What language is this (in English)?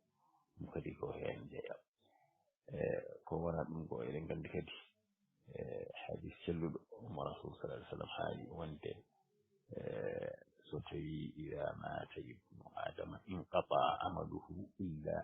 Fula